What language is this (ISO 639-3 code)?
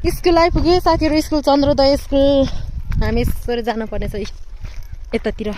nep